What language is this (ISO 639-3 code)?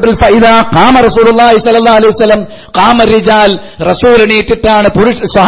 mal